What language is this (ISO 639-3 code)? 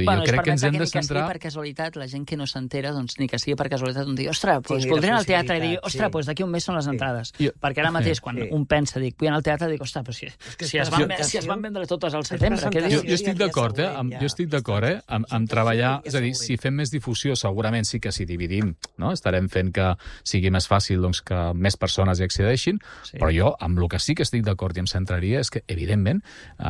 cat